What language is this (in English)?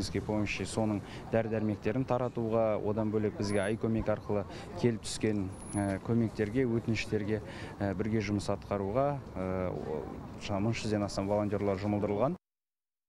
Kazakh